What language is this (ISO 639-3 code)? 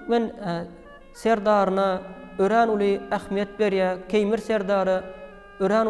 tuk